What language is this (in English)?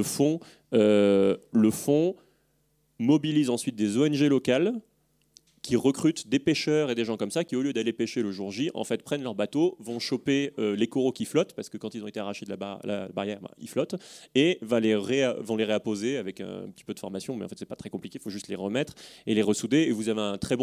French